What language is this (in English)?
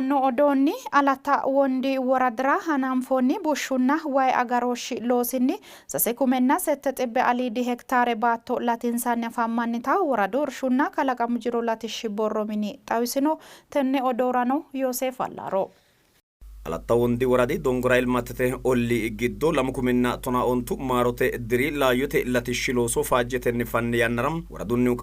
Sidamo